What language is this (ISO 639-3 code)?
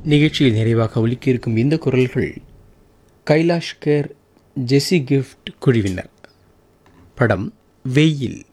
tam